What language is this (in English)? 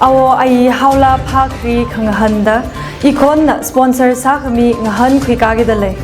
Tangkhul Naga (India)